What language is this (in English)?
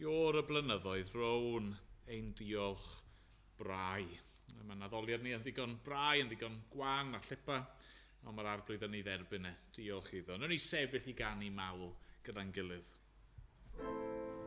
Welsh